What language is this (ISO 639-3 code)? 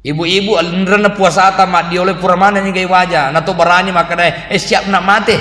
bug